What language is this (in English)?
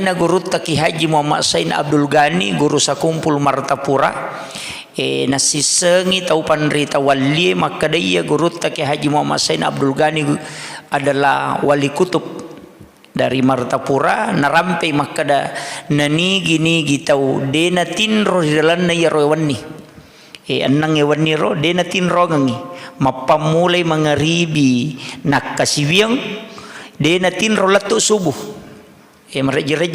Buginese